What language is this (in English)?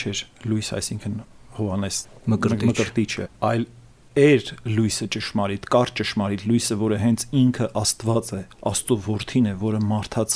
Armenian